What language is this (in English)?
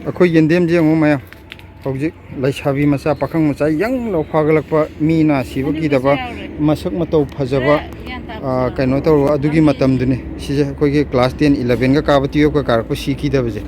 Manipuri